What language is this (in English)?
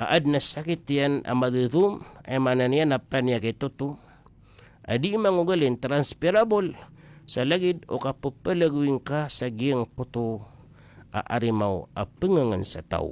Maranao